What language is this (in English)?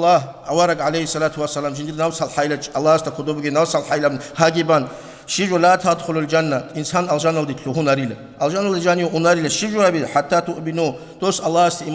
Avaric